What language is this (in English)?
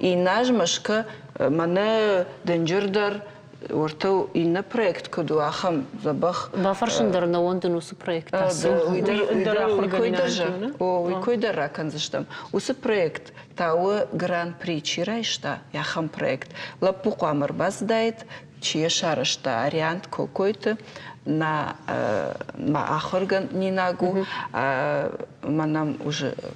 Ossetic